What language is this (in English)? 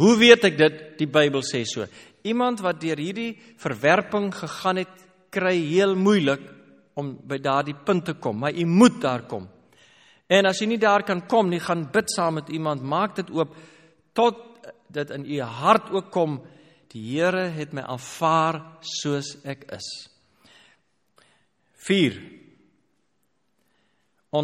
Afrikaans